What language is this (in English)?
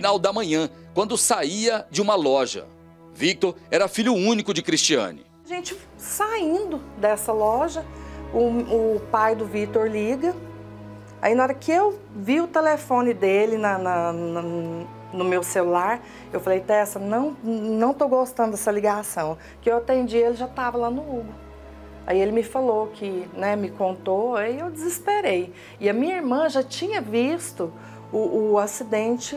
Portuguese